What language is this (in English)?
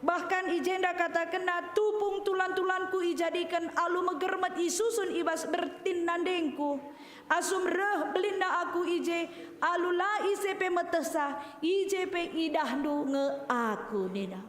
Batak Karo